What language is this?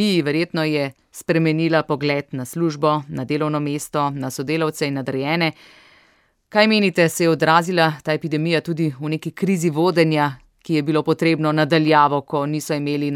Slovenian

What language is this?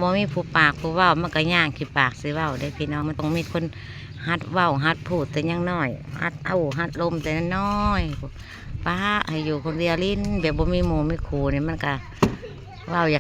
Northeastern Thai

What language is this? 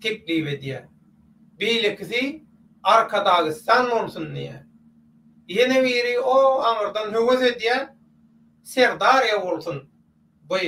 Turkmen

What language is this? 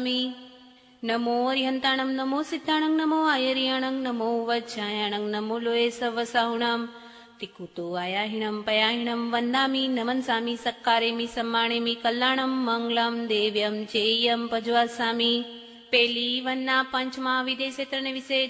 Gujarati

